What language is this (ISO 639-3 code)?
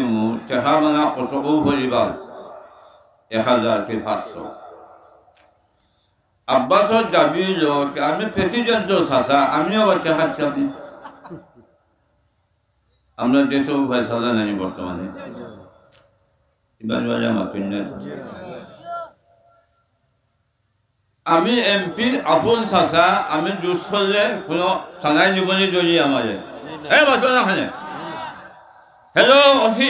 syl